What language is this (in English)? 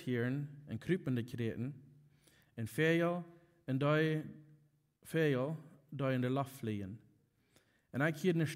Plautdietsch